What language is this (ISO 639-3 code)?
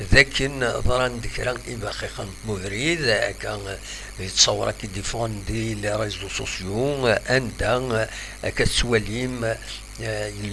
kab